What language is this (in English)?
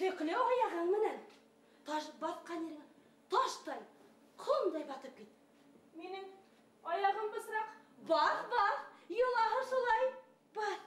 Bashkir